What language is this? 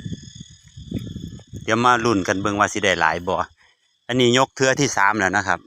Lao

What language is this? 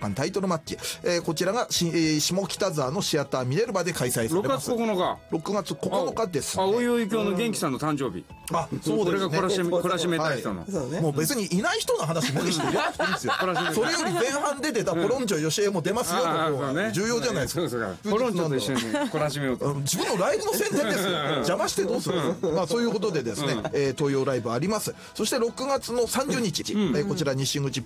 Japanese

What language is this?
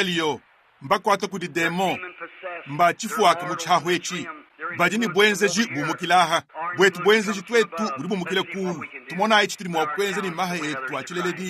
Luba-Lulua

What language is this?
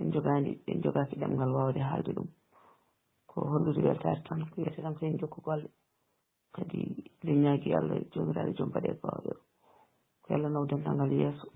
Fula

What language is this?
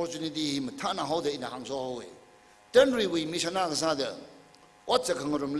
Tangkhul Naga (India)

